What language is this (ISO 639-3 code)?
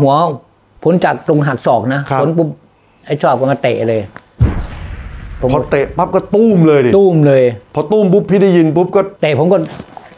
tha